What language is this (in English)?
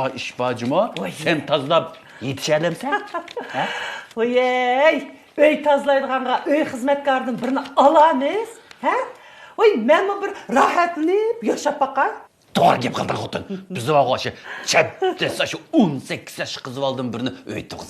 Uyghur